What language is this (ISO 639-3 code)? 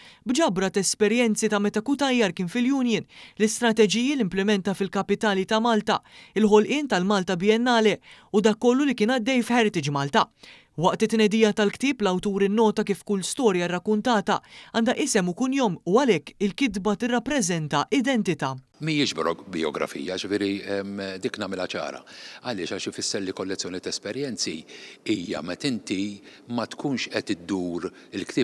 mlt